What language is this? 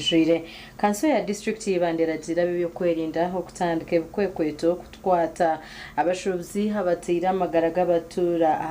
Nyankole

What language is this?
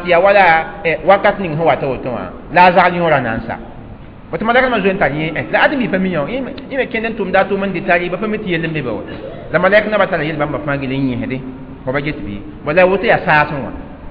Mossi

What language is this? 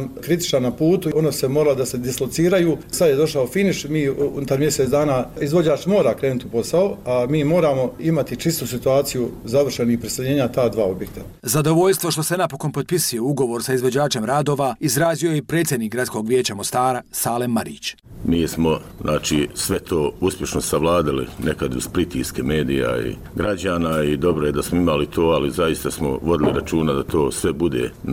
Bosnian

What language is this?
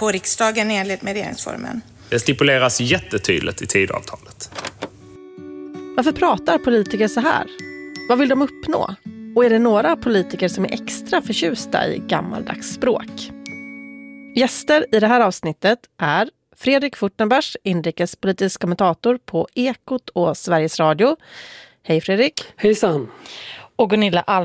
Swedish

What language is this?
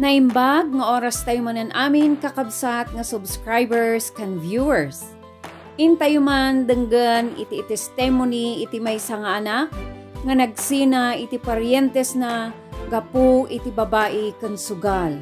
Iloko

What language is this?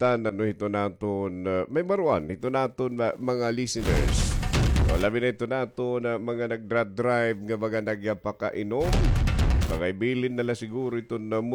Waray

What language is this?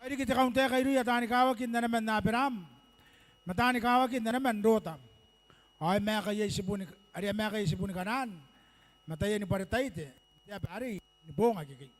Gilbertese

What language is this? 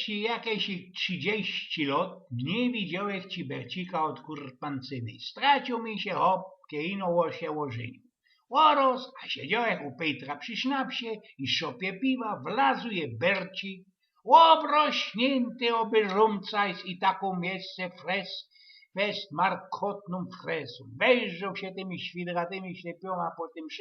Silesian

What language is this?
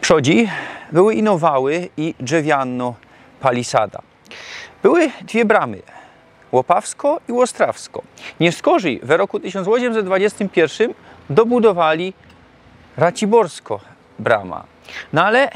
Silesian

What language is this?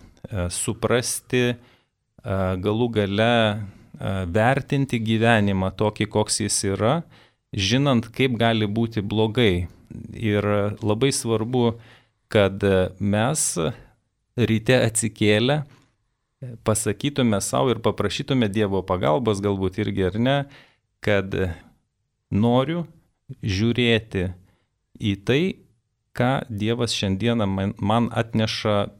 Lithuanian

